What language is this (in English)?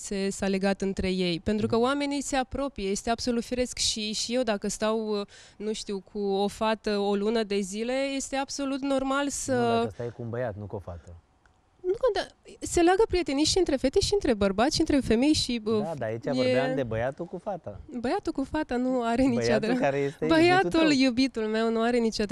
Romanian